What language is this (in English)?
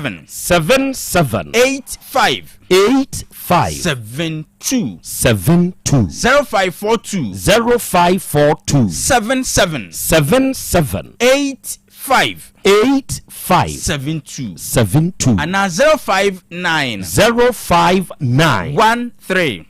Akan